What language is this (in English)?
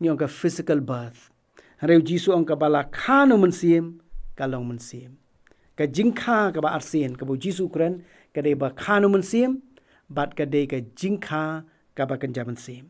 Khasi